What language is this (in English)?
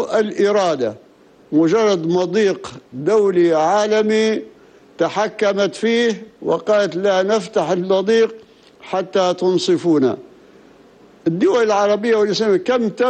Arabic